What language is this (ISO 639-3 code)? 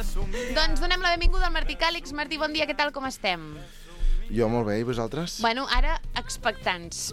cat